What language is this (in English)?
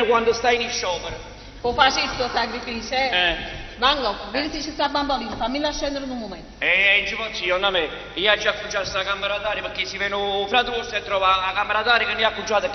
Neapolitan